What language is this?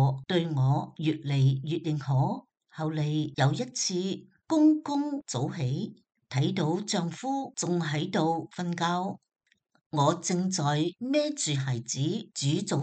Cantonese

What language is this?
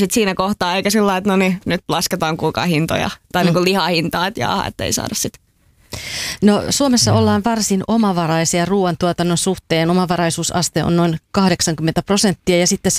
Finnish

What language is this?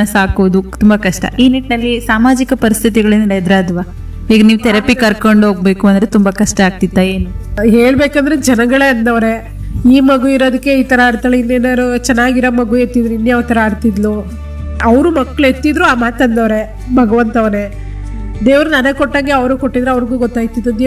Kannada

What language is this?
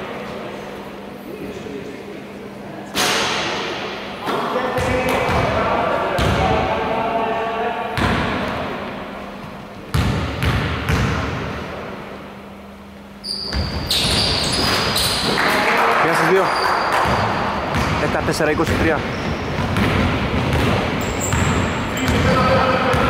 Greek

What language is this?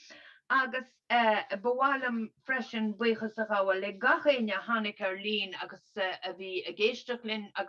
Irish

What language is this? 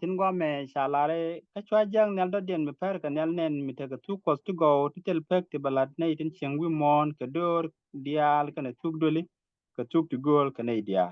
Nuer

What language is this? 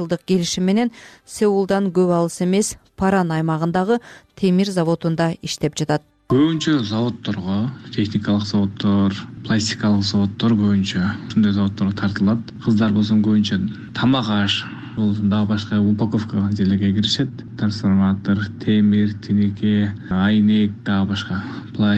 Kyrgyz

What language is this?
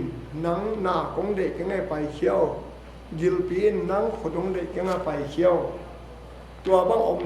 Tedim Chin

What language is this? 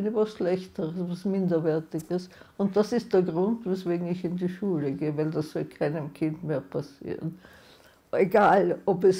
German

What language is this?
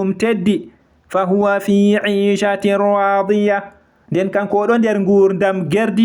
Fula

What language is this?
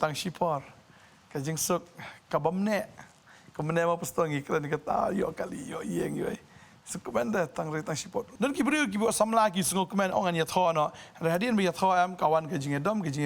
Khasi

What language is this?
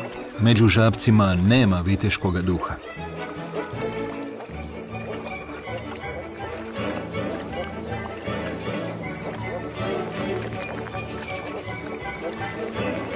Croatian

